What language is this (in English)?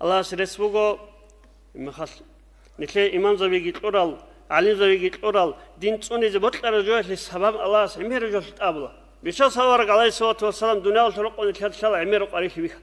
Avaric